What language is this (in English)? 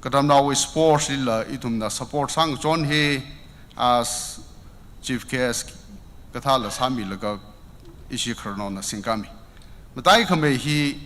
Tangkhul Naga (India)